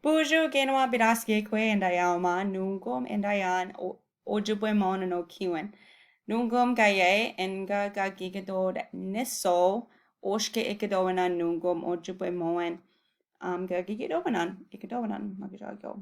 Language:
Chippewa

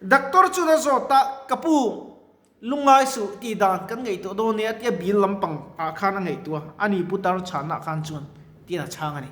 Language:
Mizo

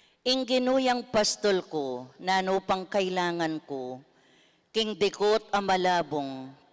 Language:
Pampanga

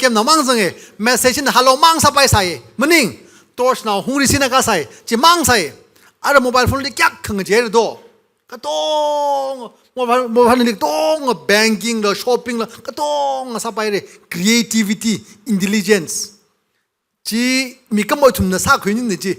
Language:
Tangkhul Naga (India)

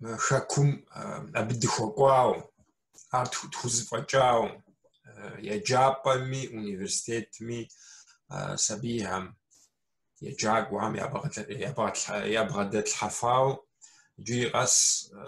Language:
Kabardian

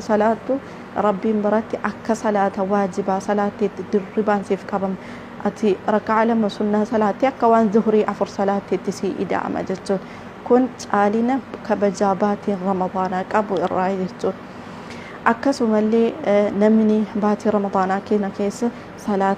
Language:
Oromo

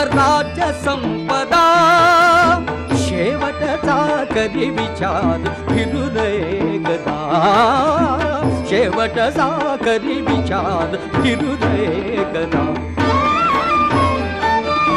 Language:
Marathi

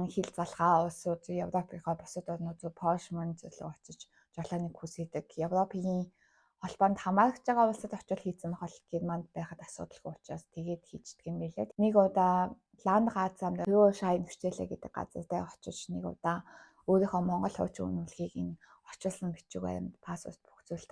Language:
Mongolian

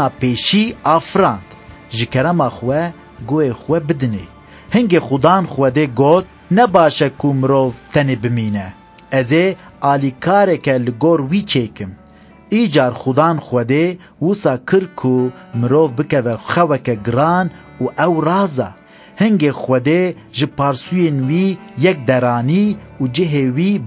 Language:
Kurdish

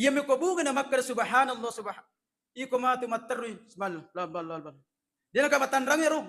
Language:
Buginese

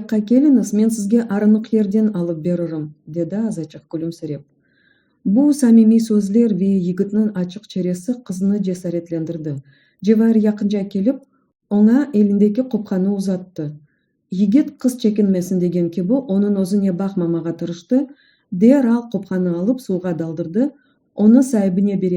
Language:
Crimean Tatar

